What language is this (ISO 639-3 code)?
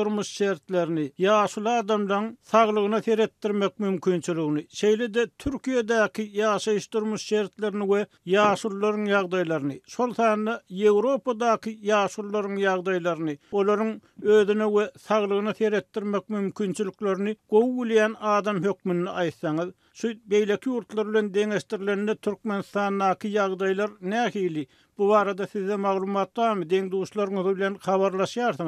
tuk